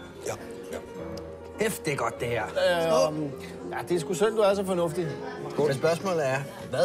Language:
Danish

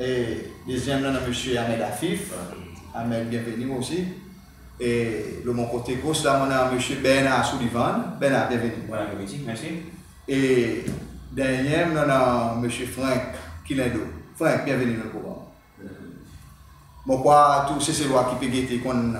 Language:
Seselwa Creole French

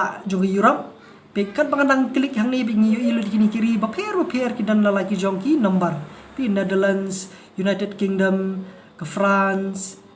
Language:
Khasi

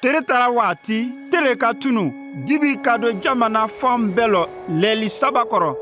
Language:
Konyanka Maninka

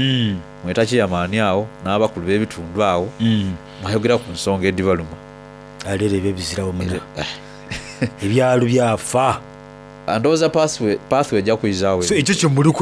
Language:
Soga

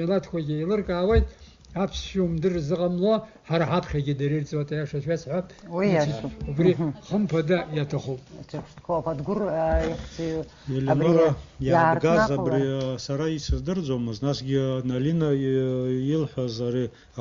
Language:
Abkhazian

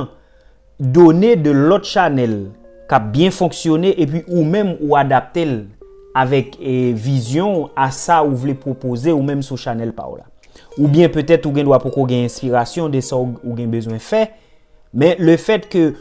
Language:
Haitian Creole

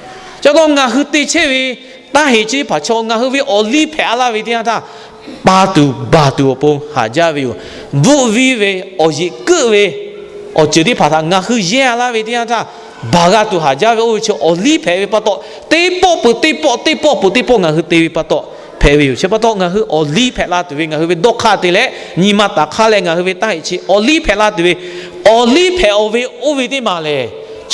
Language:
Lahu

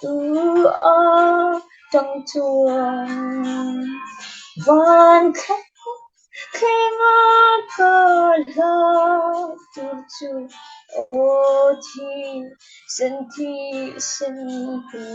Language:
Falam Chin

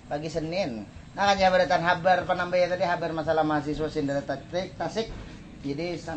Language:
Banjar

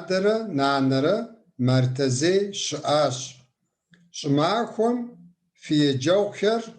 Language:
Kabardian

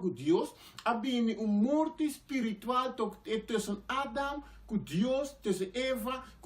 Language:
Papiamento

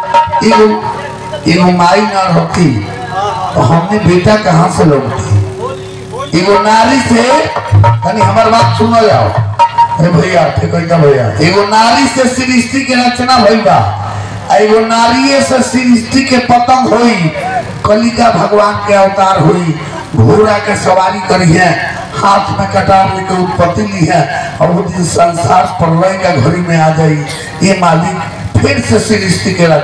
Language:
Bhojpuri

